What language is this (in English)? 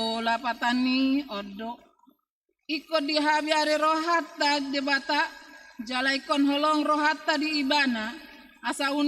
Batak Toba